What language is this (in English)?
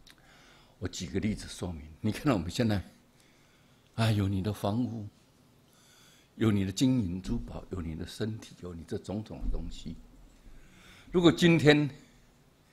Chinese